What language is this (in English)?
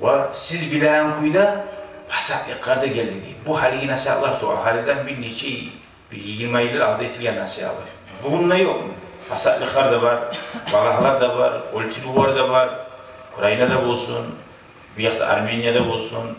Kumyk